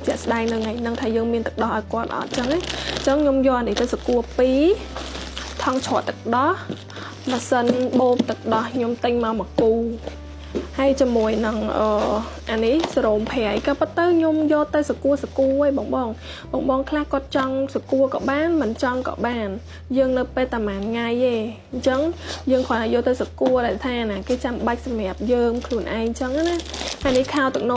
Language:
Khmer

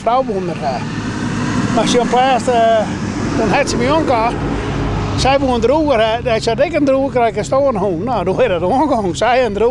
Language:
Western Frisian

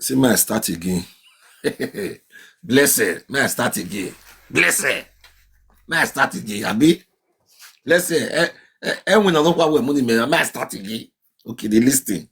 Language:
Nigerian Pidgin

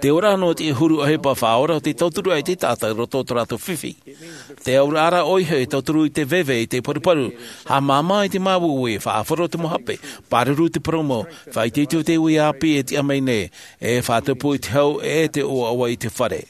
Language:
Tahitian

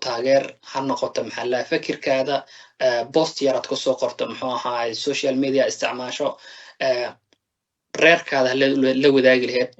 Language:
Somali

